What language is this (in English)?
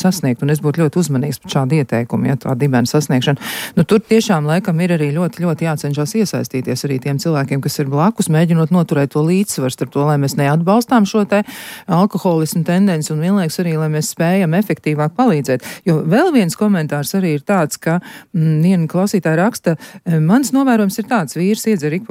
Latvian